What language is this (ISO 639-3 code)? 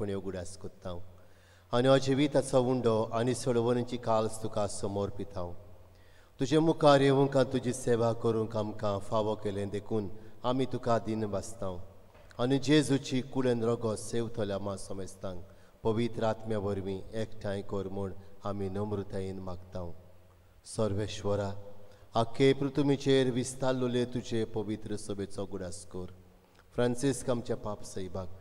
kok